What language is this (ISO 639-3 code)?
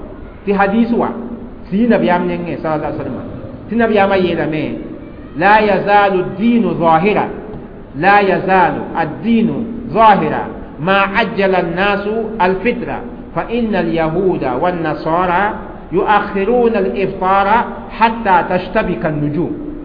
mos